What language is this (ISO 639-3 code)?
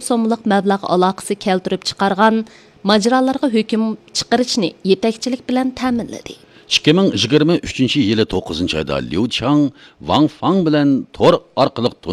uig